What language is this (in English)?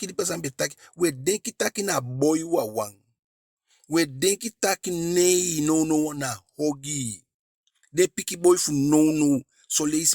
Eastern Maroon Creole